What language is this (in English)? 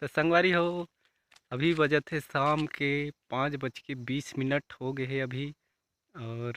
Chhattisgarhi